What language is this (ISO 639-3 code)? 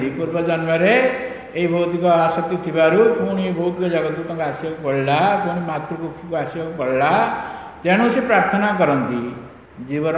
ori